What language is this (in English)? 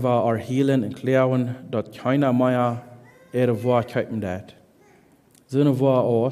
Plautdietsch